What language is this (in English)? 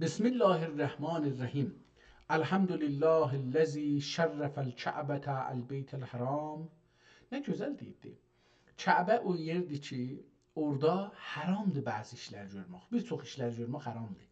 South Azerbaijani